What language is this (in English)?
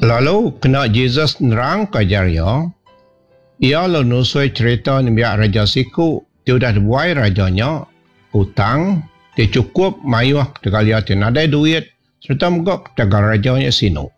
Iban